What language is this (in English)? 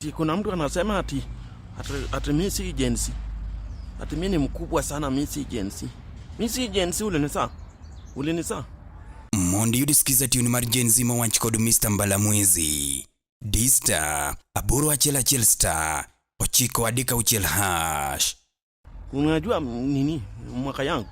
Luo (Kenya and Tanzania)